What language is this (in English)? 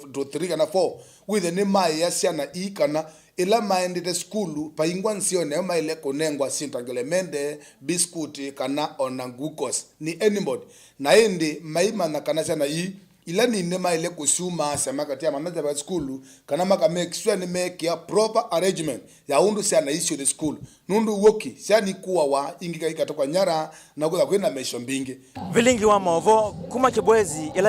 Kamba